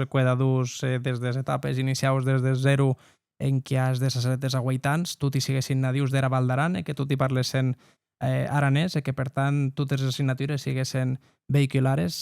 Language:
Occitan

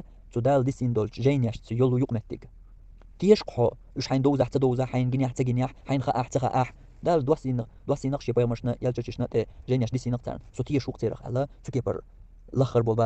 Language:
Chechen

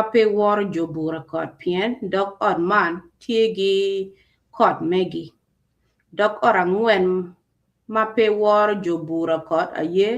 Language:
Acoli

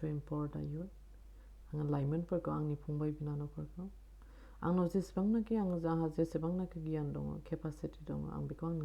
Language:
Bodo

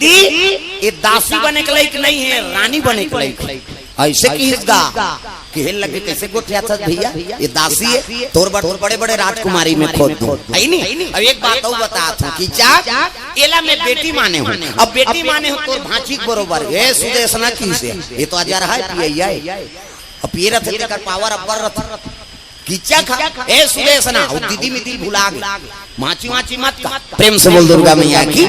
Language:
Chhattisgarhi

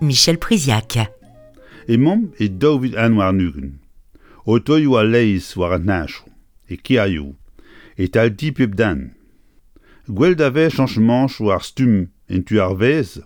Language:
Breton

